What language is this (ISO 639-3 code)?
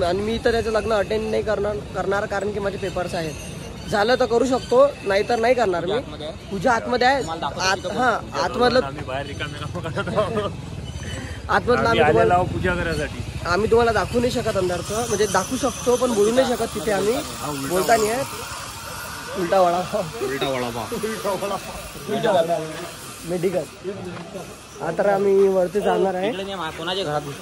mar